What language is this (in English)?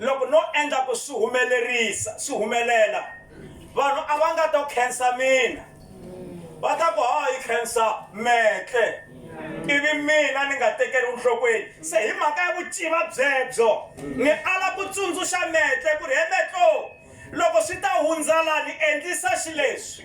Tsonga